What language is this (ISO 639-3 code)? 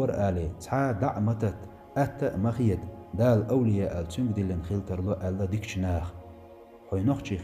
che